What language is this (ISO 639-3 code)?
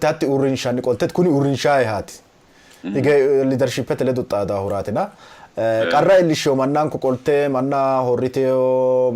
sid